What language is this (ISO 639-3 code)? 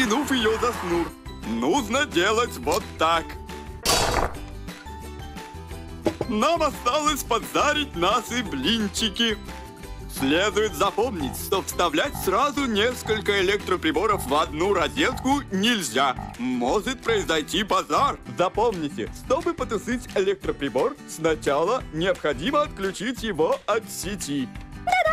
rus